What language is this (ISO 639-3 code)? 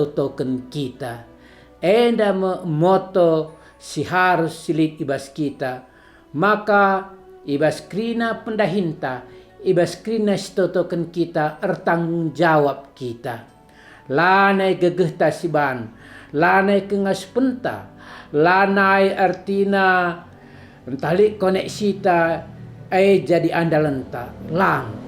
btx